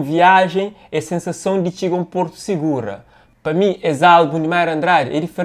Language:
Kabuverdianu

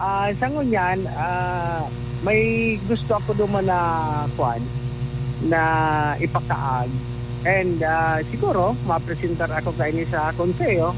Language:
Bikol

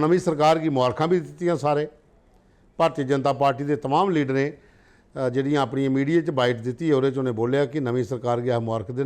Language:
Dogri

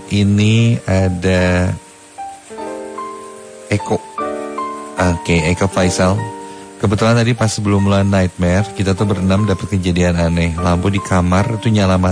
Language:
Indonesian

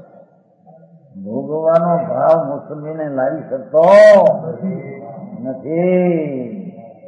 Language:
Gujarati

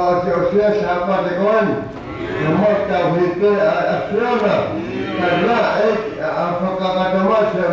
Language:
Tongan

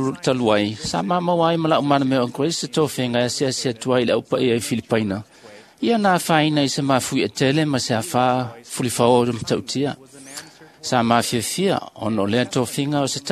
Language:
Samoan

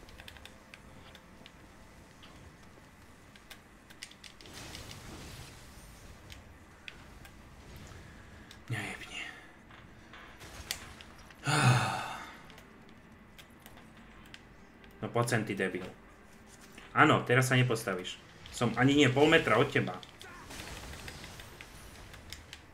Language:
Slovak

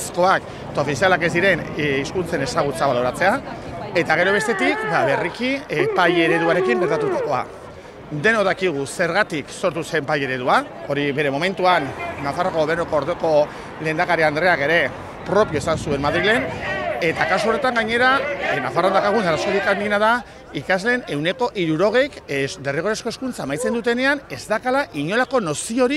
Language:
Basque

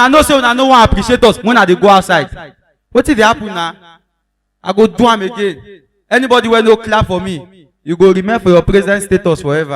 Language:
Nigerian Pidgin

